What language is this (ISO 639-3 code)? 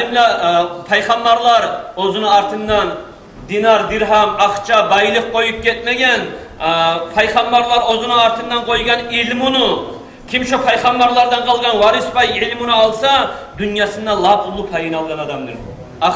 kum